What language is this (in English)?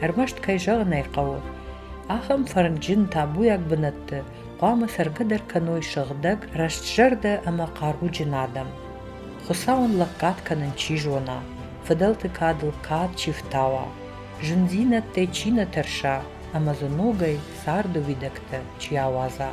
Ossetic